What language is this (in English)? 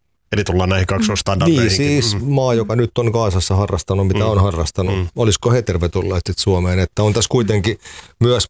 Finnish